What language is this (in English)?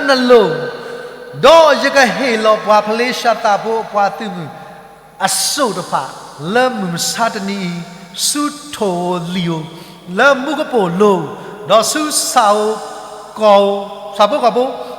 S'gaw Karen